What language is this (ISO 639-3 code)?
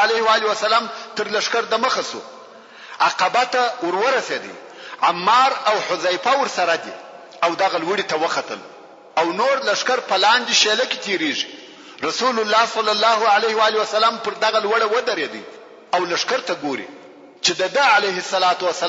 pus